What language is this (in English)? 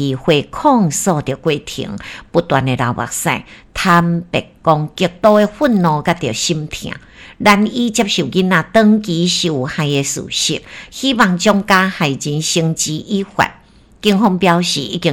Min Nan Chinese